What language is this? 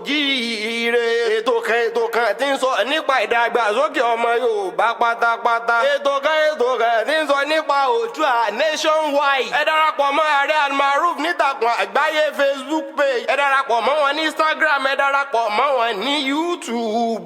Yoruba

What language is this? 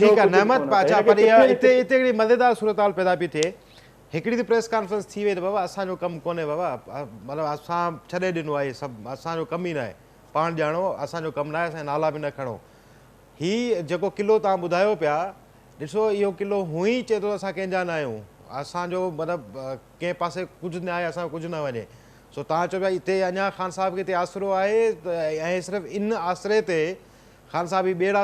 Sindhi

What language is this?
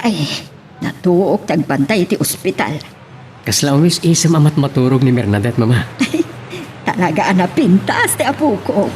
Iloko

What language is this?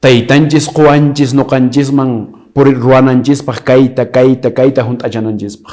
Quechua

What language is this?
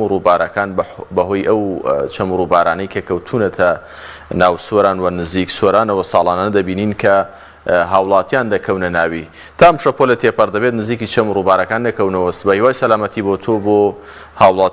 Central Kurdish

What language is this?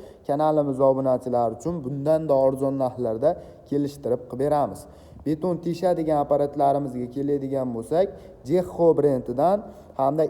Uzbek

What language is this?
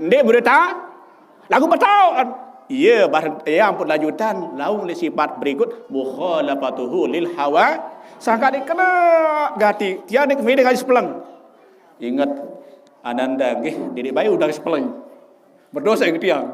Sasak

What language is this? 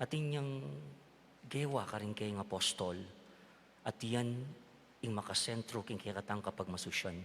Pampanga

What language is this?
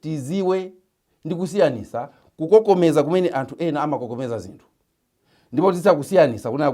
Nyanja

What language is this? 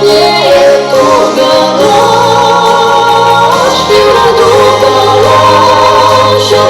Chuvash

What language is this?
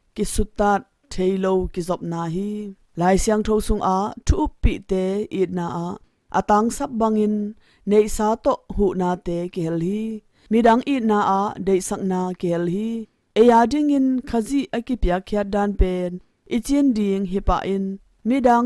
Tedim Chin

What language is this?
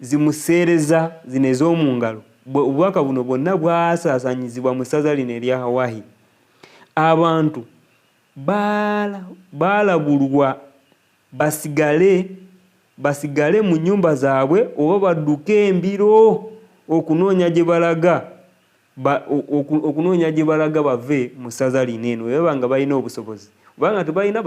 Ganda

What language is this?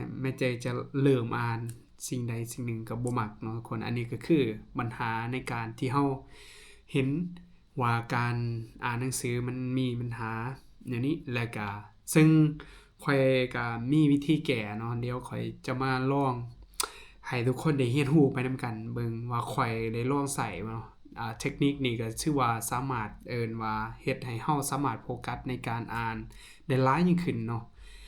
Lao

